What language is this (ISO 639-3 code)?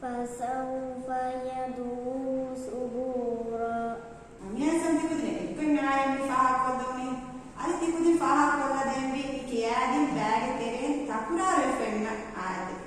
div